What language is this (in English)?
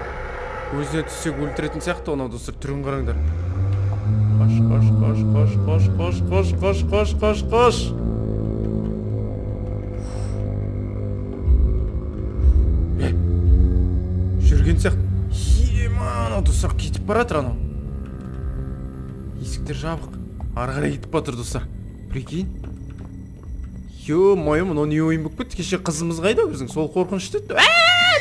Kazakh